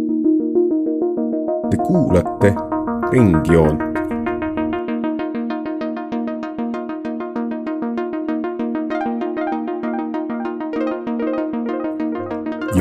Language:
Estonian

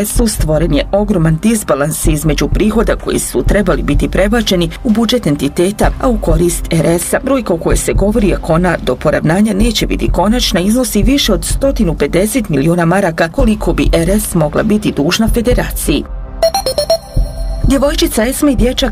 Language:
Bosnian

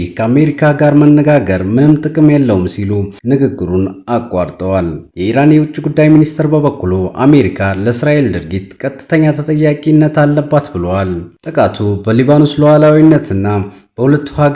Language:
Amharic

